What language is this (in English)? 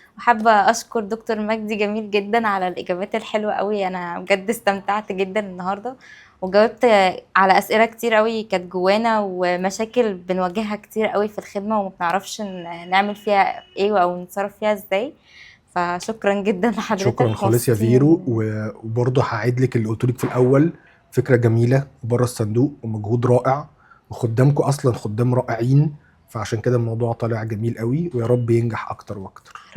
Egyptian Arabic